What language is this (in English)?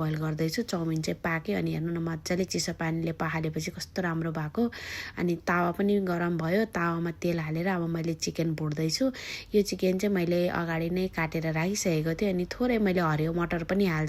Nepali